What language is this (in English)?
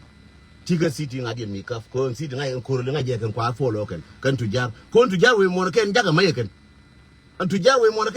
Nuer